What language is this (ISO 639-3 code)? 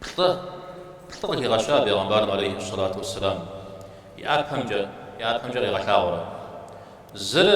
kbd